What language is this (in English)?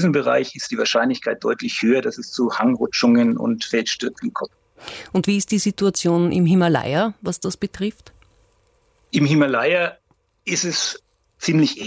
German